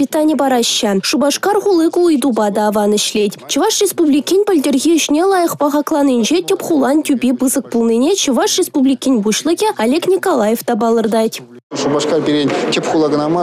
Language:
Chuvash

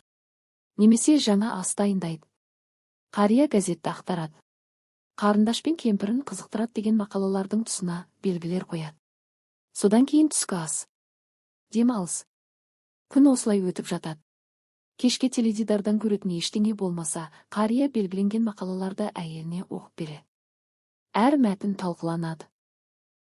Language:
Kazakh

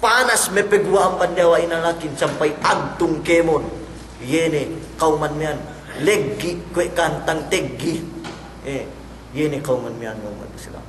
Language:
Yakan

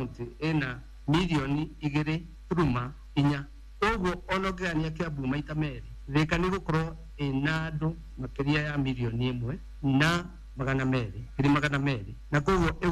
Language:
Kikuyu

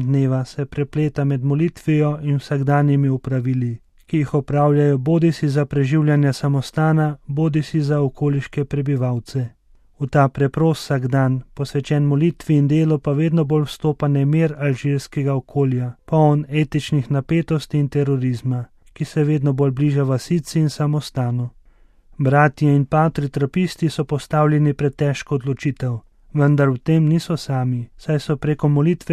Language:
Slovenian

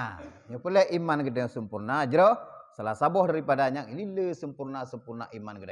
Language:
Achinese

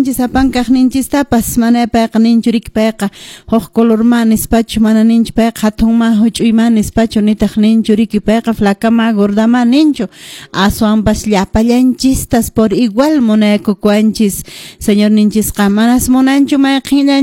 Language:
Quechua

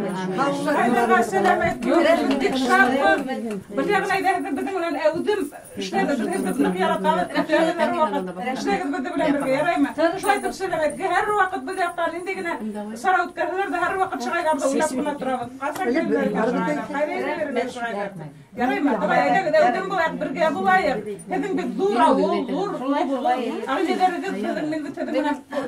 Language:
Bashkir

